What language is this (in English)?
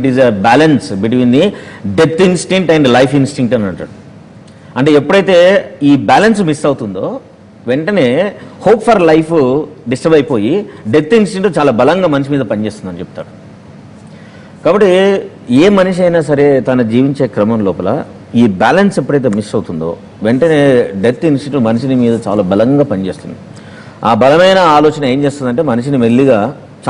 Telugu